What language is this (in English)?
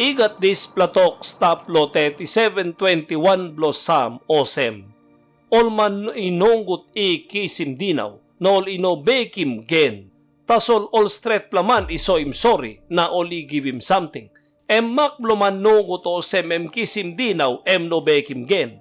Tok Pisin